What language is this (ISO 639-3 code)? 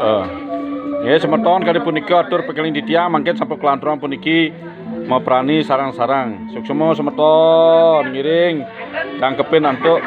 ban